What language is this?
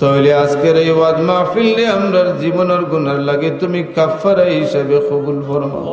Sylheti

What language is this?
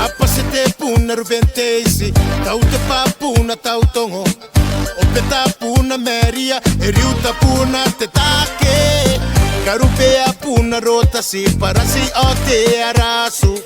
Gilbertese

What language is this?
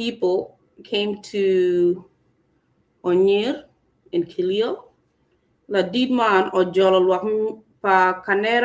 Acoli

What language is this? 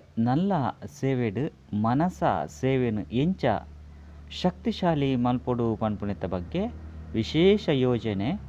Tulu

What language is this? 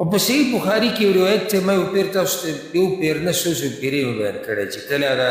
Pashto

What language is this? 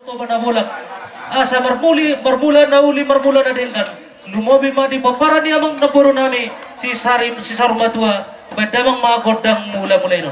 Batak Toba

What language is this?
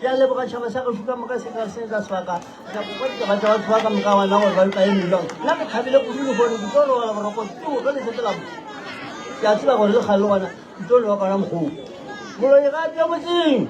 Northern Sotho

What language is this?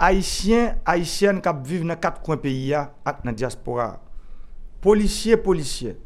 Haitian Creole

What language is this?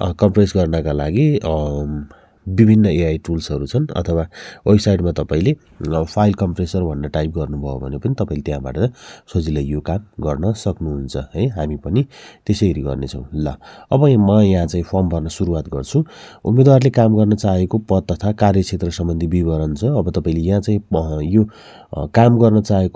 Nepali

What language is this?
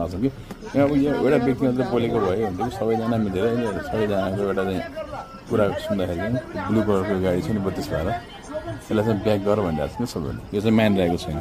Nepali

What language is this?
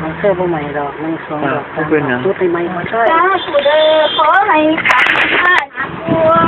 Northeastern Thai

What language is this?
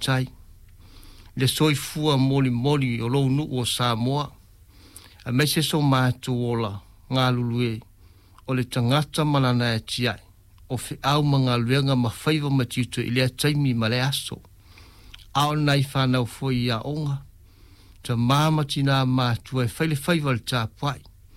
Samoan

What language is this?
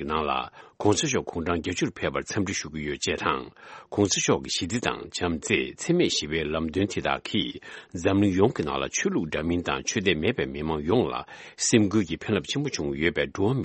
Tibetan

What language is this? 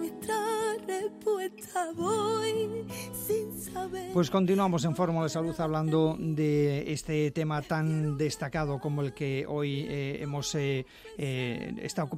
Spanish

